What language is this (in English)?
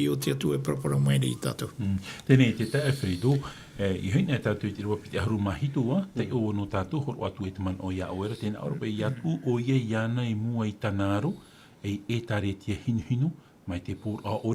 Tahitian